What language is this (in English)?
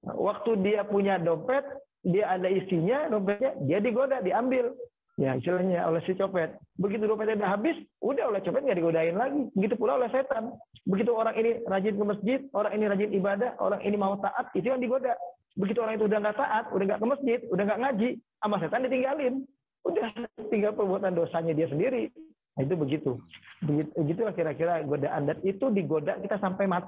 Indonesian